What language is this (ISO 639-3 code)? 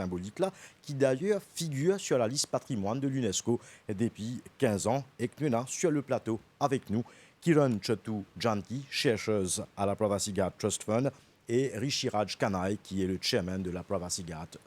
mfe